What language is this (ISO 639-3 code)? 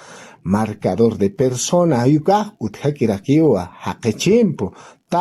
aym